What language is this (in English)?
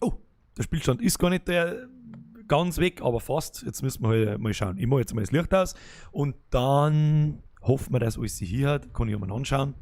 Bavarian